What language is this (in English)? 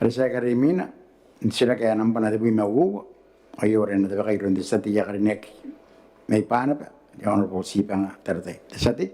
Gilbertese